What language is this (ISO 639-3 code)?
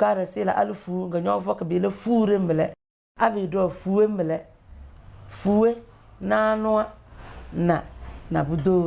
kdh